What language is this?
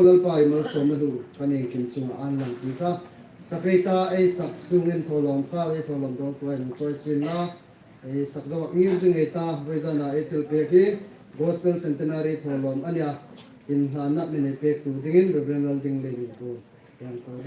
Hmar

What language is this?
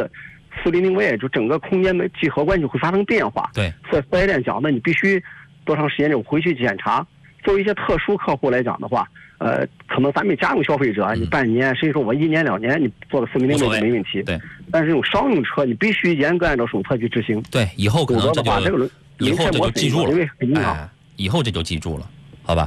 Chinese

